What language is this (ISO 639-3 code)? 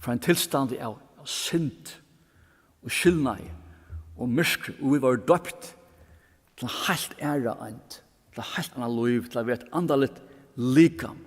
fao